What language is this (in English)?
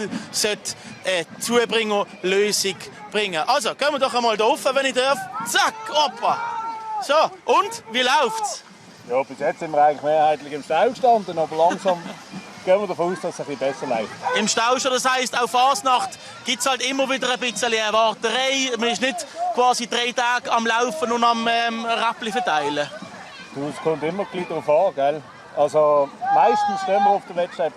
Swiss German